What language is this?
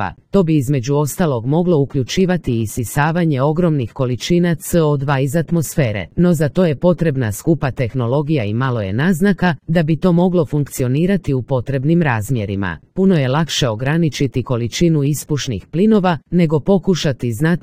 Croatian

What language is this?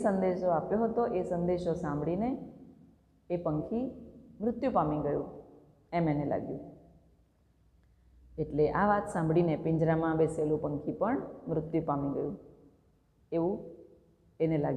Gujarati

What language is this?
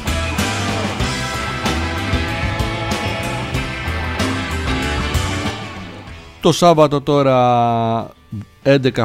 Greek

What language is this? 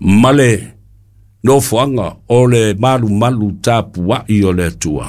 Samoan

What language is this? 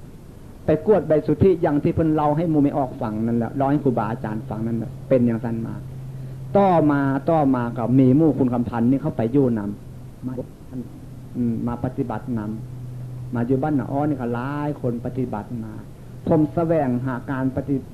Northeastern Thai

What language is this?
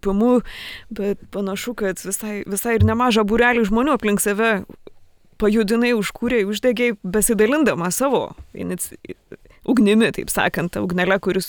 Lithuanian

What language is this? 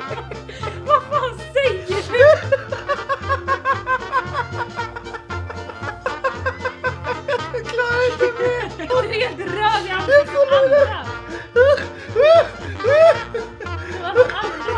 Swedish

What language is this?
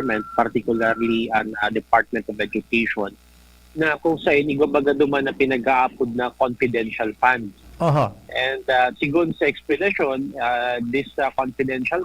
Bikol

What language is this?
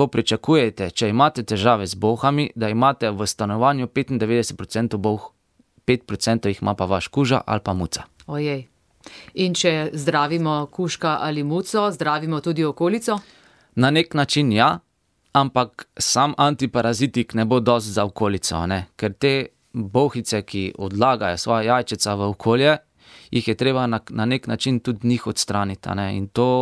Slovenian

